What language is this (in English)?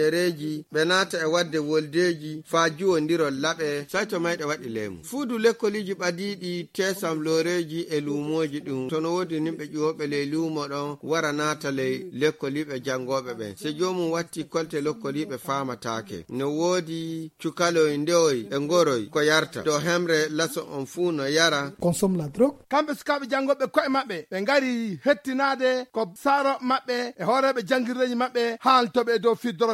Fula